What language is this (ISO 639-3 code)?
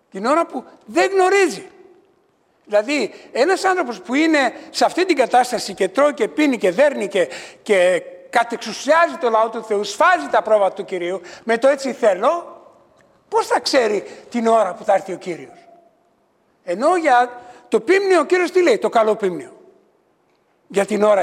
ell